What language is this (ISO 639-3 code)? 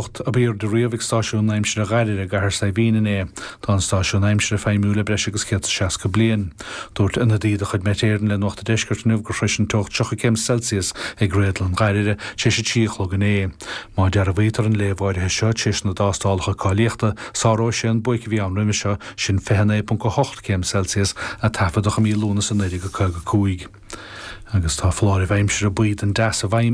gle